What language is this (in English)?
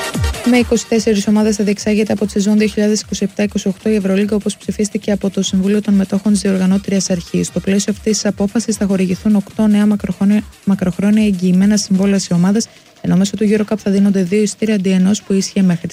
Greek